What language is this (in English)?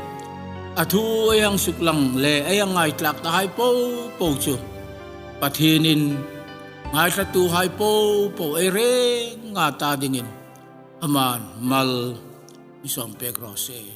Hmar